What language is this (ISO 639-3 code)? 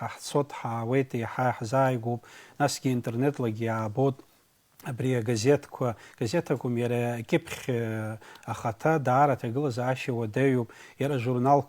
abk